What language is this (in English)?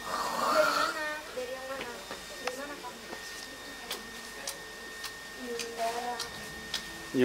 Indonesian